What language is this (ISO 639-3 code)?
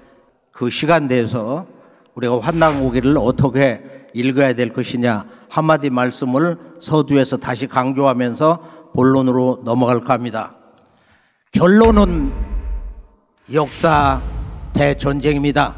kor